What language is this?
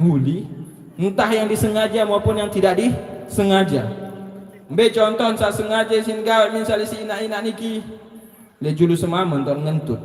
Sasak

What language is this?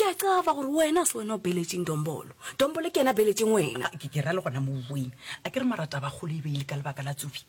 Northern Sotho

